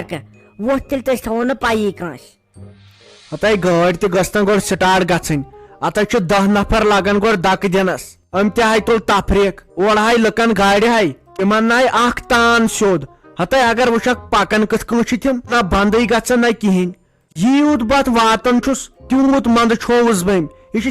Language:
Kashmiri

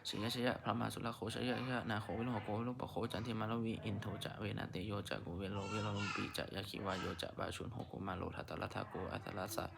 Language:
Pali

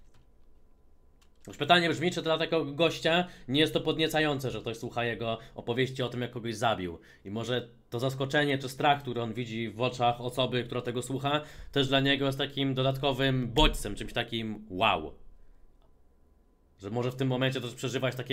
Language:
Polish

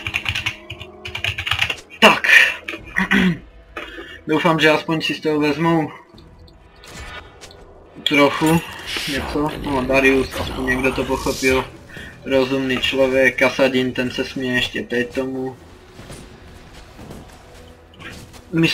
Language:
Czech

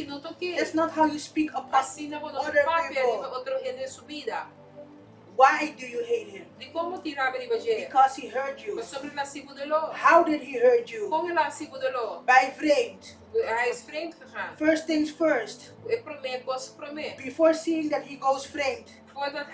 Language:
Papiamento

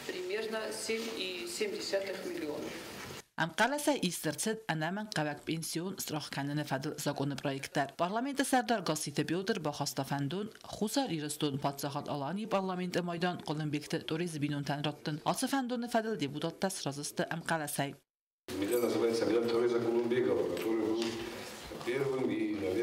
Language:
Ossetic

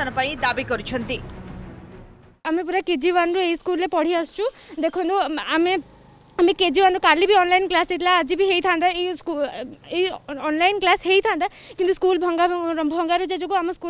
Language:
Odia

